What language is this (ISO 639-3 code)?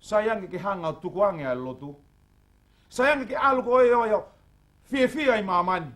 ton